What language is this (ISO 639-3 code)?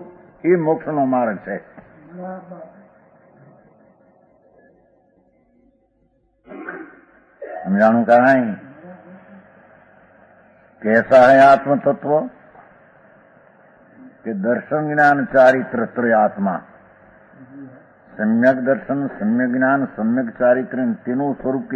guj